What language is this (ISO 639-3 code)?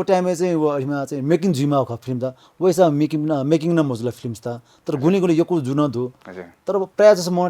new